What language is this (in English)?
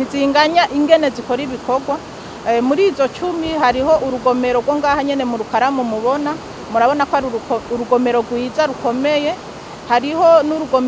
Rundi